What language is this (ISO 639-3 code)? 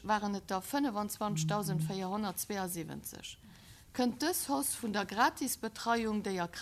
ltz